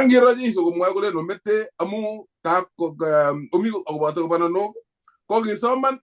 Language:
Kalenjin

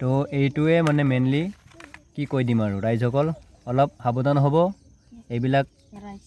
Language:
Assamese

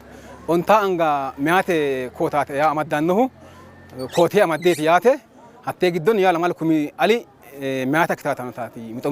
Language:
Sidamo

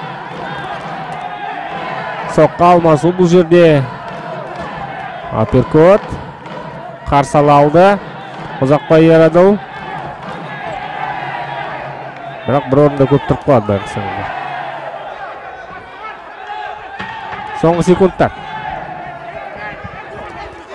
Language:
Kazakh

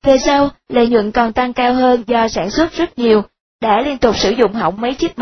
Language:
Vietnamese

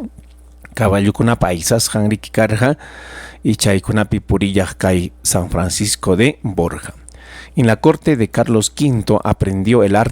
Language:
Ayacucho Quechua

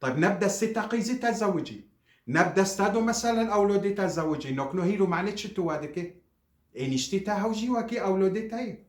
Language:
Kurdish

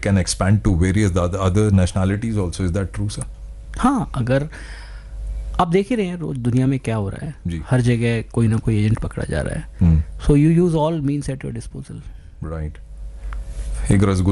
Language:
Hindi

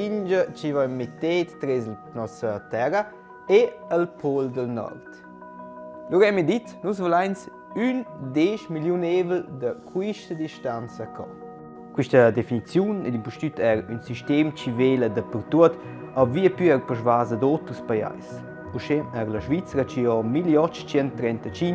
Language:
Romansh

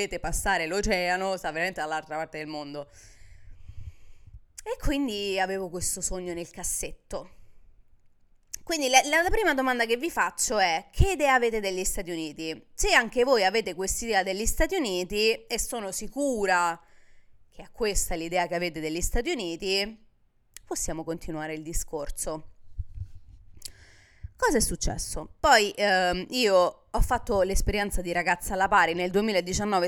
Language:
Italian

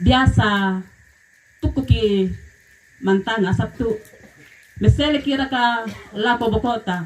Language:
Toraja-Sa'dan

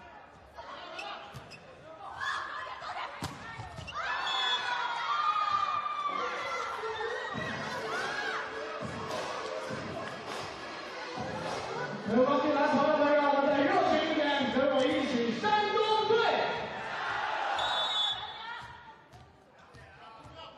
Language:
Chinese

